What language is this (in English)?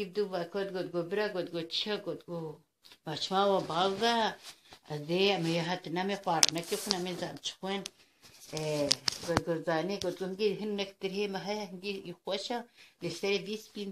Kurdish